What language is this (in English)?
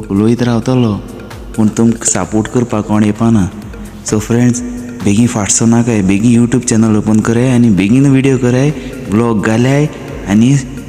Konkani